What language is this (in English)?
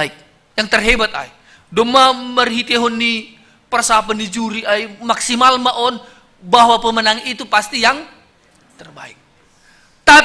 Batak Simalungun